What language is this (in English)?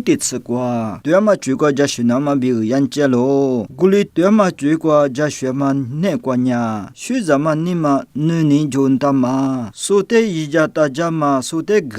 Lisu